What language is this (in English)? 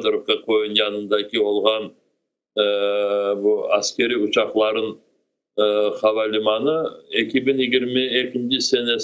Crimean Tatar